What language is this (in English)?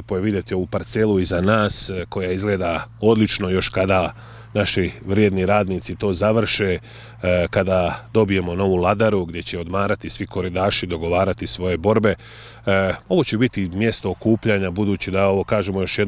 Bosnian